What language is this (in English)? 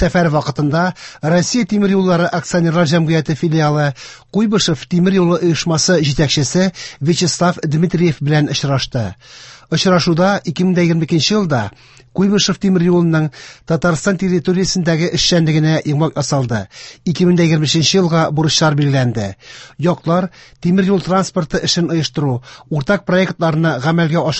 Tatar